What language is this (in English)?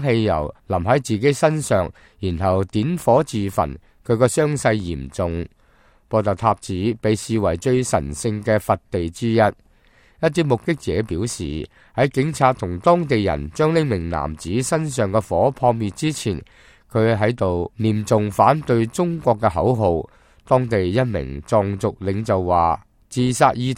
Cantonese